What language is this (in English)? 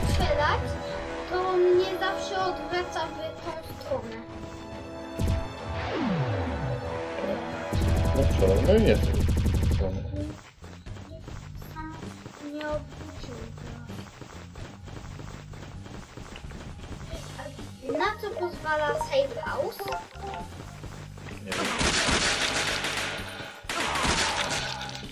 Polish